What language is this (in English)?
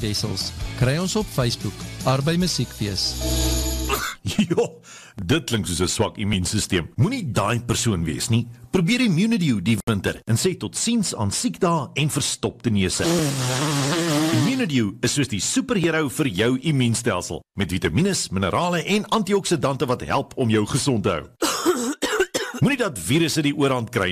Afrikaans